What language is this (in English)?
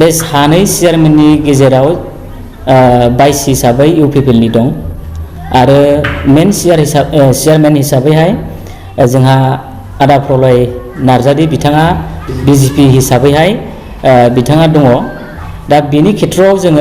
Bodo